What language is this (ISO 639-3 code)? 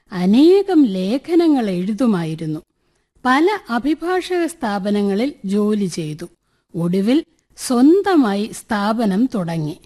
mal